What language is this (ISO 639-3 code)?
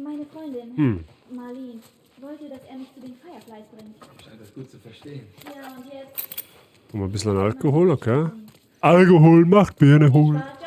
bar